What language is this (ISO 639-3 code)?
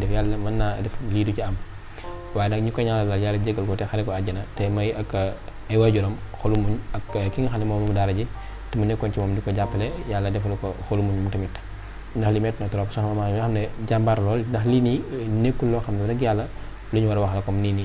wol